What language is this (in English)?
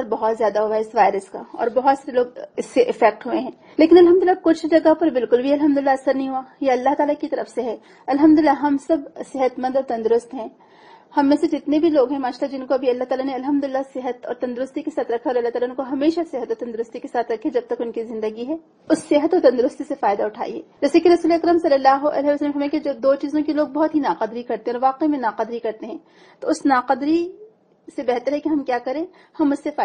Urdu